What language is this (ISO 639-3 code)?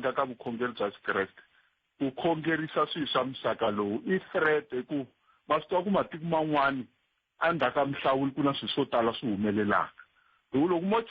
tso